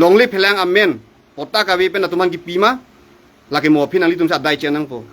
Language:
Karbi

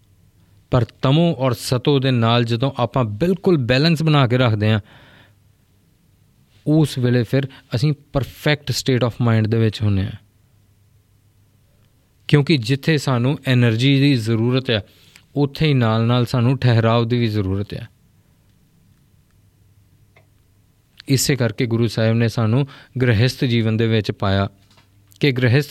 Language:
Punjabi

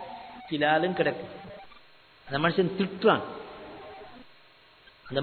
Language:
Tamil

